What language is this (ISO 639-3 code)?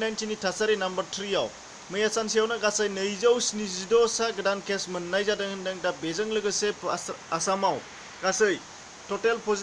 brx